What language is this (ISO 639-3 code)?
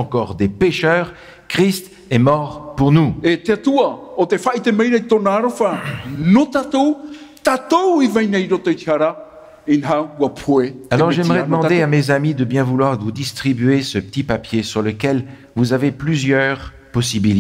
tah